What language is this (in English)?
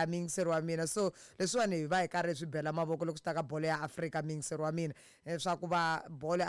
Tsonga